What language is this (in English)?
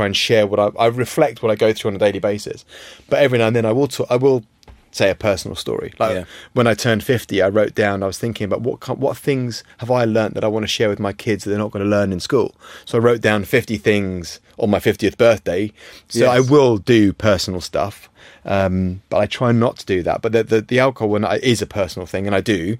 English